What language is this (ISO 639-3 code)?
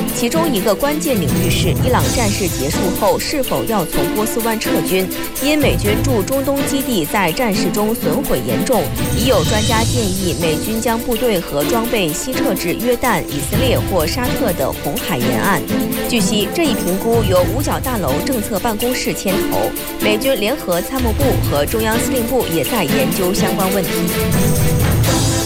zho